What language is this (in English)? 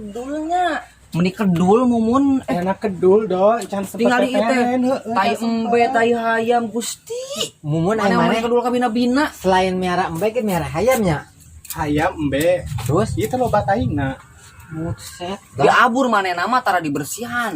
Sundanese